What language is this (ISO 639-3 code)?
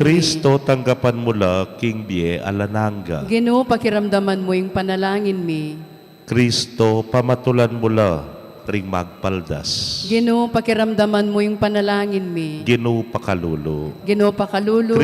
pam